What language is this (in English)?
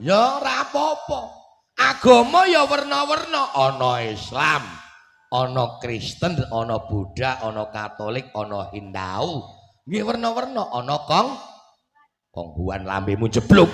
Javanese